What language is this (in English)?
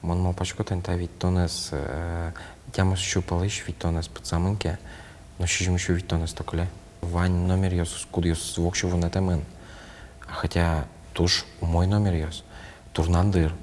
Udmurt